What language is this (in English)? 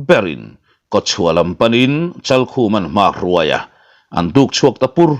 Mizo